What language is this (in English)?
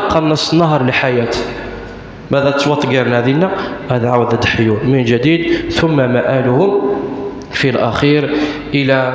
Kabyle